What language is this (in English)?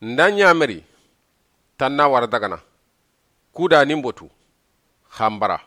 Soninke